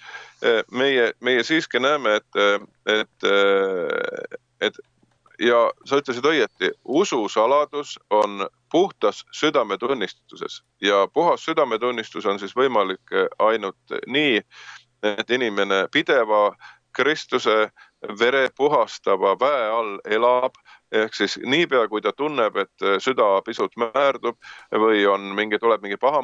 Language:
Estonian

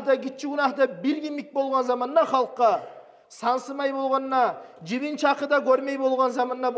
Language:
Kumyk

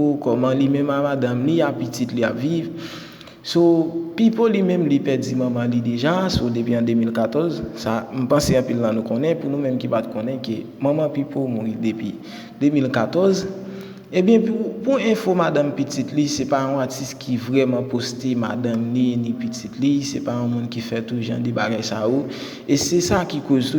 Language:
Haitian Creole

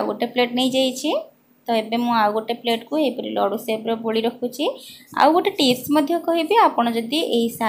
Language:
Odia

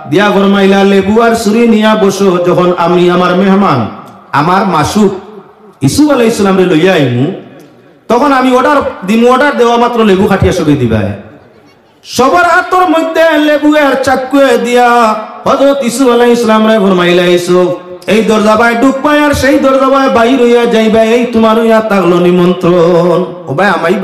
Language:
Sylheti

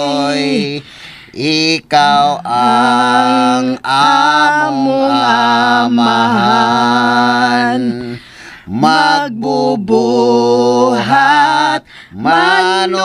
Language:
Cebuano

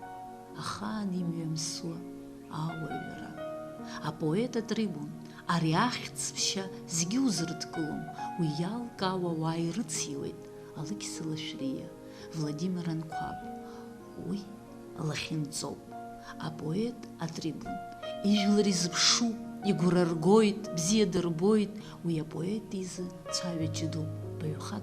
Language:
Abkhazian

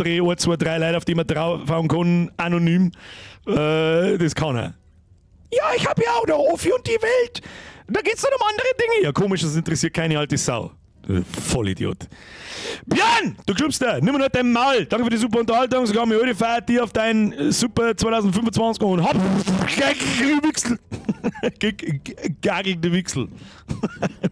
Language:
Bavarian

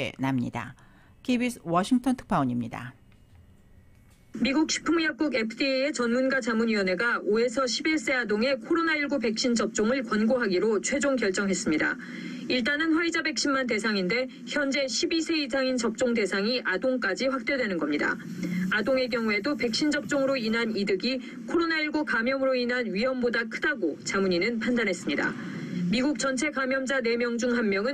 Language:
Korean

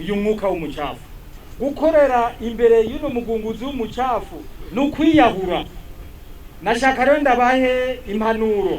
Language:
Rundi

